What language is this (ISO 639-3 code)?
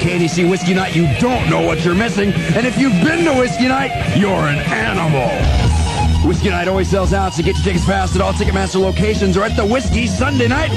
eng